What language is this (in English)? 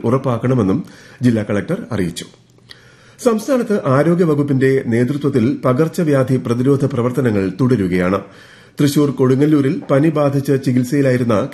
Malayalam